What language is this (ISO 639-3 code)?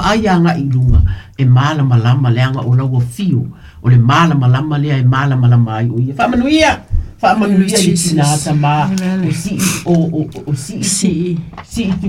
smo